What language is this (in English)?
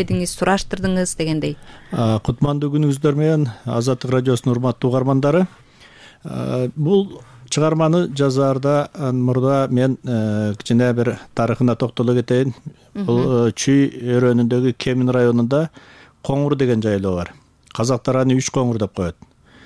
Kyrgyz